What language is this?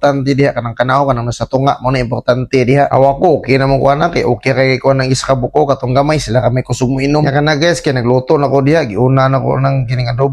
Cebuano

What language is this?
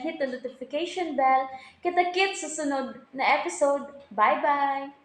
Cebuano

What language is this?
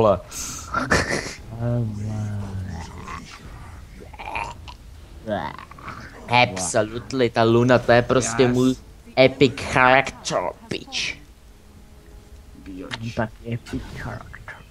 Czech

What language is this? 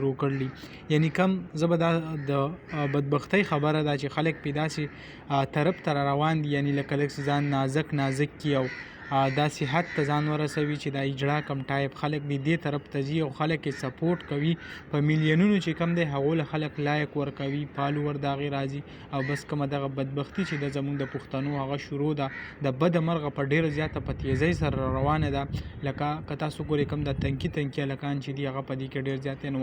Pashto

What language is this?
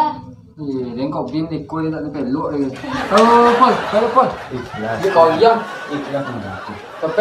Minangkabau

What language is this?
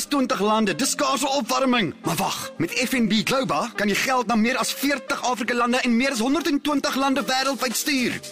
Afrikaans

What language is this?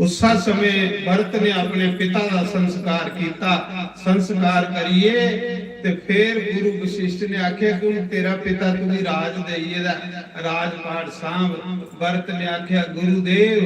Dogri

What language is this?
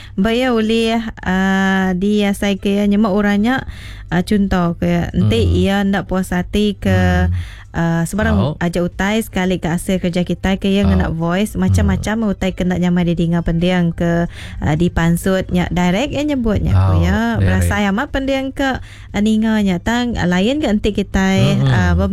Iban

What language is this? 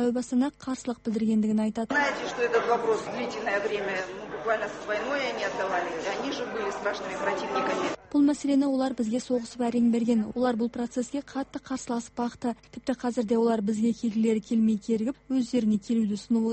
Kazakh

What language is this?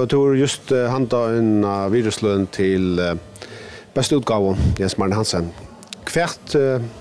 Faroese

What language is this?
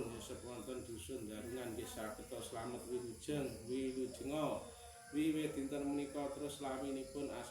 Javanese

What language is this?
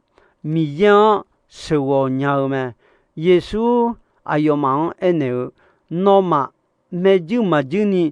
Akha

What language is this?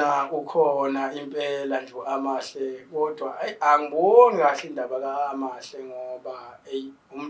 Zulu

